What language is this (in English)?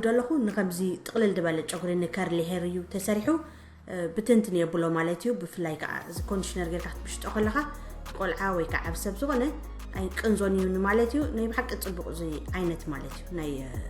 Tigrinya